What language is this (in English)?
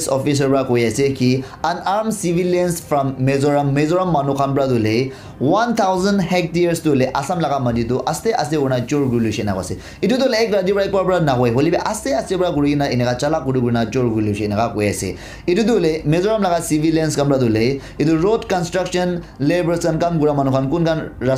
Naga Pidgin